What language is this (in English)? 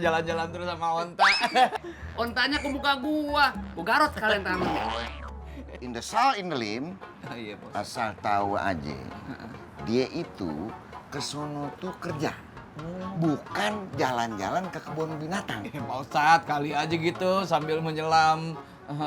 Betawi